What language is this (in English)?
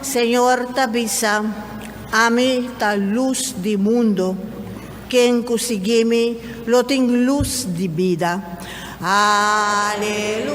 Papiamento